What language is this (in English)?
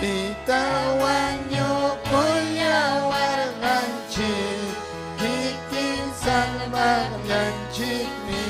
Ayacucho Quechua